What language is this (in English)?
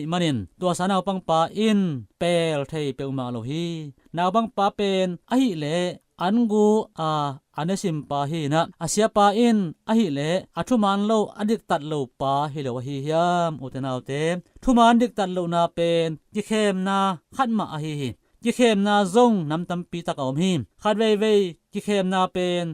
Tedim Chin